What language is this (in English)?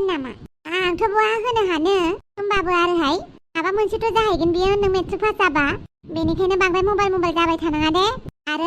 Bodo